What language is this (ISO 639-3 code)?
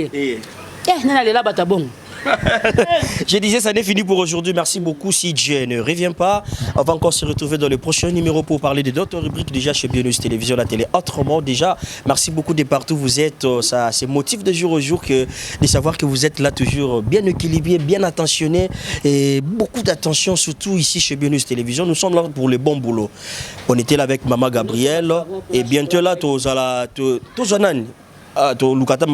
lin